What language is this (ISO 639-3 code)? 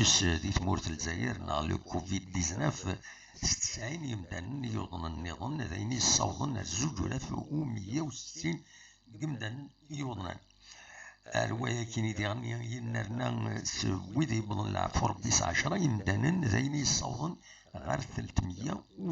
kab